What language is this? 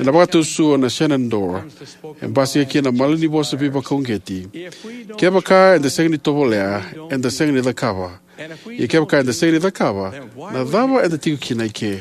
Fijian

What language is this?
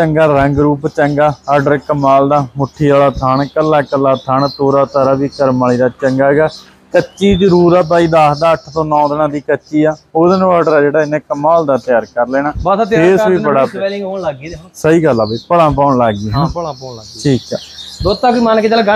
Punjabi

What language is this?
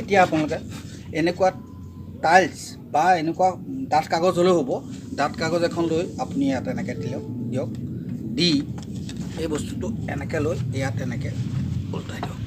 Assamese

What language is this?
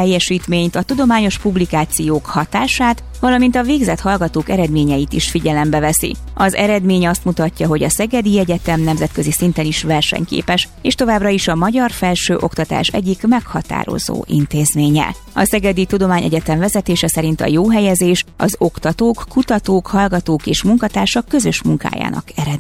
Hungarian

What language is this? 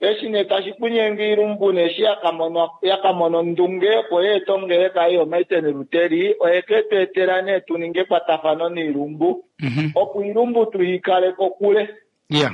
Kuanyama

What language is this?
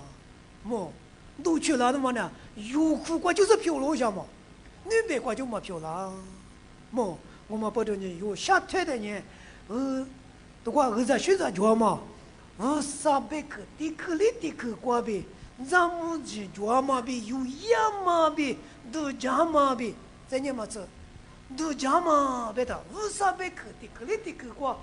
Lisu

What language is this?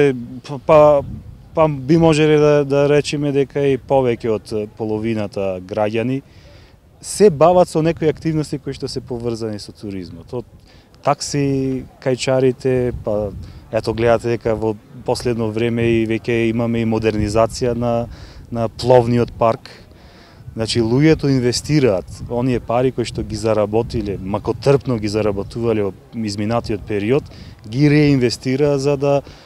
Macedonian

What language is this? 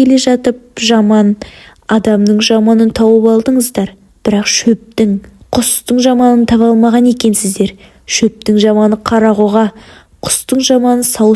Kazakh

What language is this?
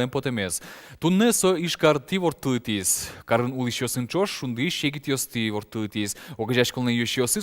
Udmurt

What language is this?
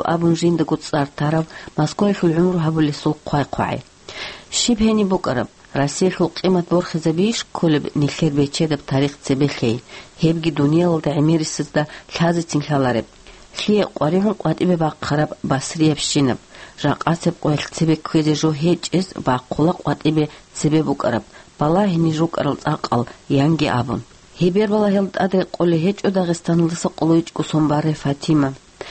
Avaric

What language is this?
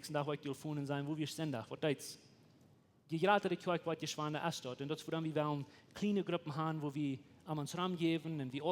Plautdietsch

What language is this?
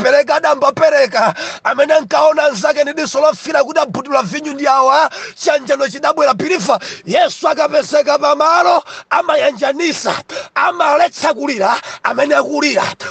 Nyanja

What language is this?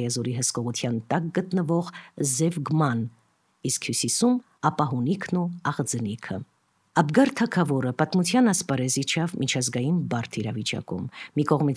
Armenian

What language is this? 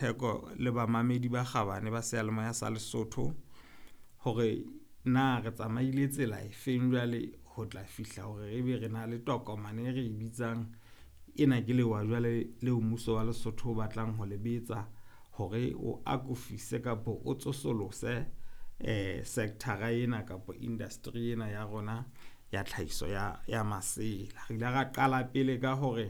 Southern Sotho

